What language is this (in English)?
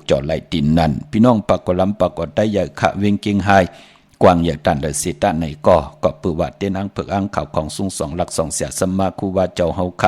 Shan